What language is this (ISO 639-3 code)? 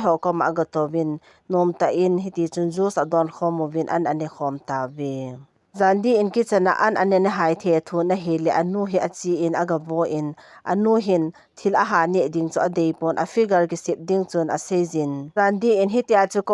tcz